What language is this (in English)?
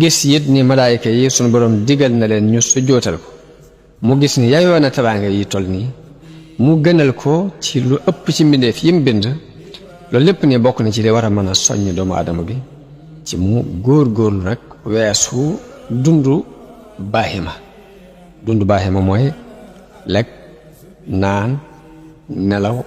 Wolof